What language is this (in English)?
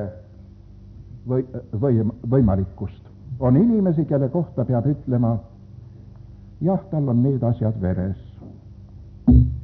Estonian